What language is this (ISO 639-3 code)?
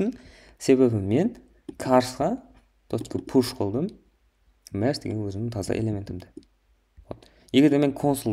kaa